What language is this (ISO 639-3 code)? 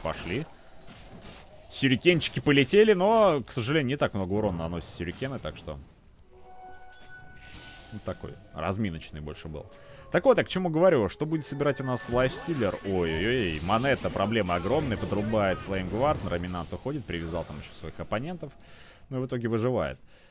rus